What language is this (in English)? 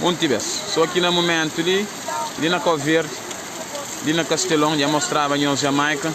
Kabuverdianu